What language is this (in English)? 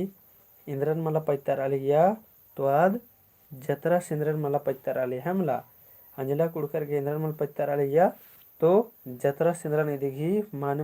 Kurukh